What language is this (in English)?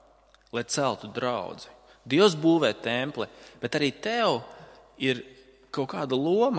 Latvian